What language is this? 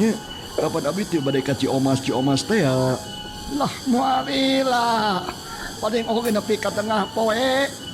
Sundanese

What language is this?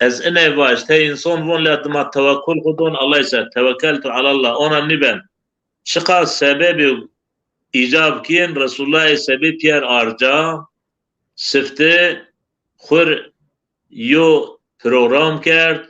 Zaza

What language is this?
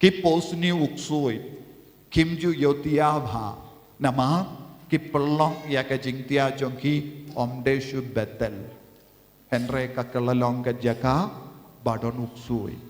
Khasi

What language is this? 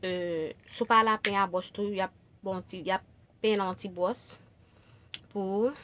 Haitian Creole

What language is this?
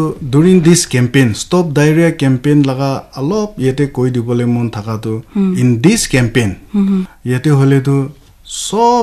Naga Pidgin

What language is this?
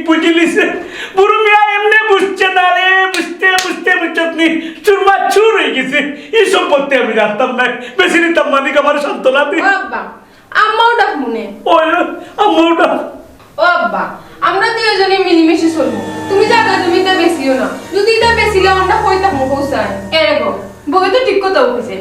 Sylheti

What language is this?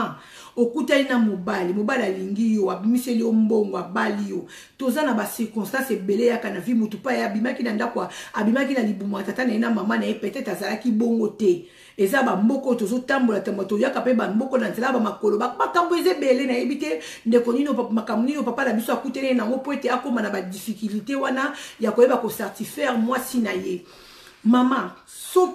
Lingala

